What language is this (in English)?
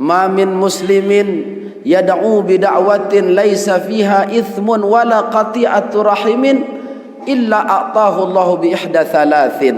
Sasak